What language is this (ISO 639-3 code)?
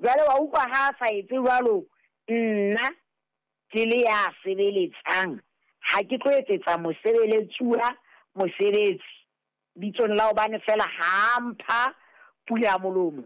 sot